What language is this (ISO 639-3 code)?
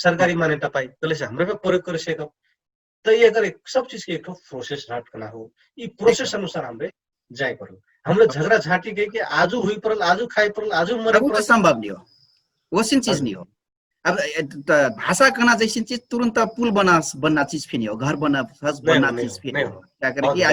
thl